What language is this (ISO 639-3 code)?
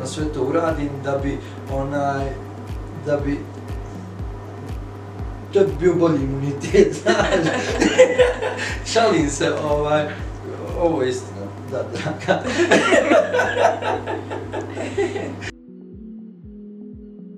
bos